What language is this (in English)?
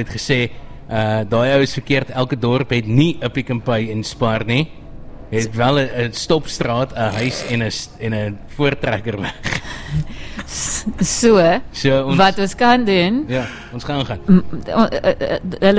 Afrikaans